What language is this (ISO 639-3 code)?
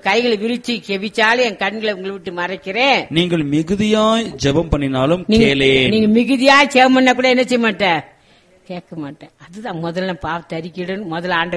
tam